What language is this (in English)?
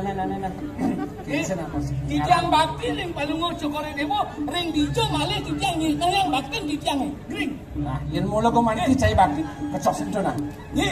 Balinese